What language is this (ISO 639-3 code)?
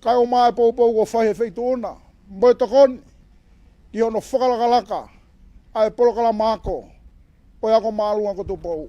ton